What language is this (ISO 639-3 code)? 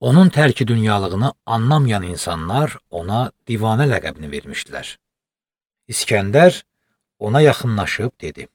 aze